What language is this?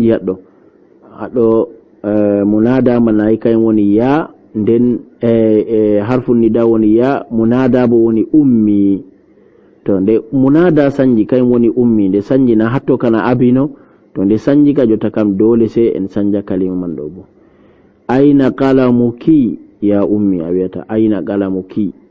Fula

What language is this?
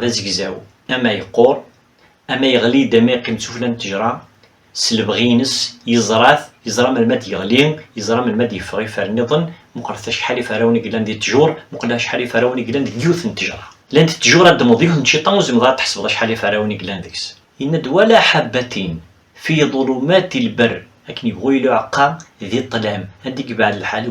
Kabyle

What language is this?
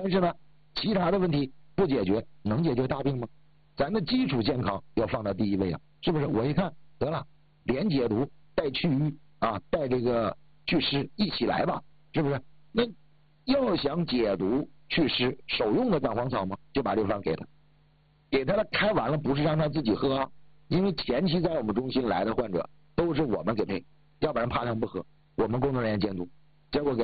Chinese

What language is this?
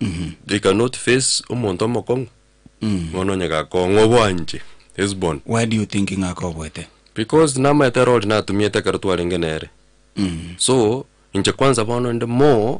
Gusii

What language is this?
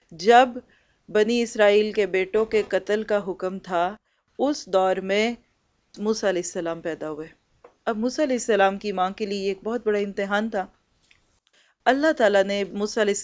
Urdu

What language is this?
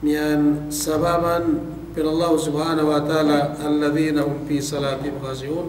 Yakan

